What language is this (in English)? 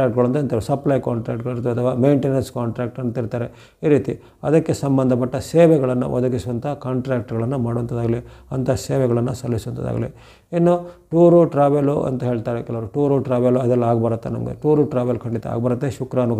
Kannada